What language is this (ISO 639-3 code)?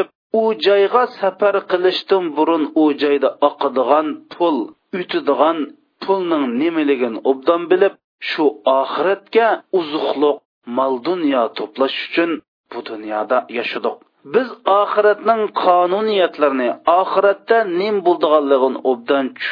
uig